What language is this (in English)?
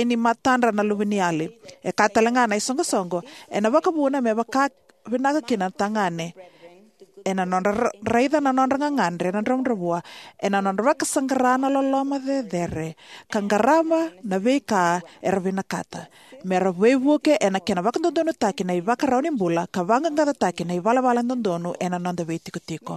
Fijian